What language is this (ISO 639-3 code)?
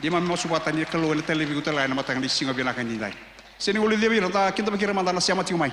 fij